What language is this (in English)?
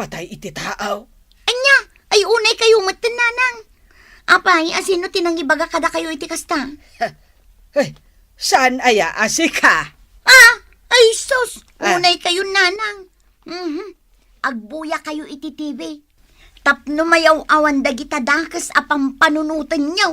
Iloko